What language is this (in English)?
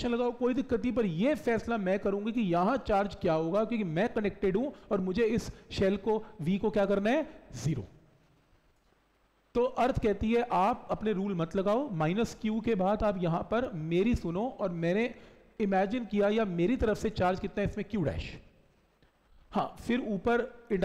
Hindi